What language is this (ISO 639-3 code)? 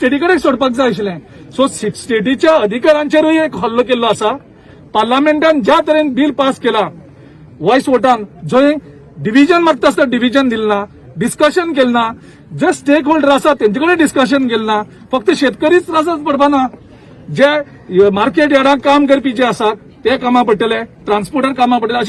kok